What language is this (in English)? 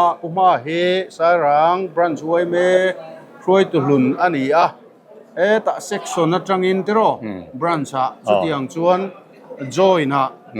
Mizo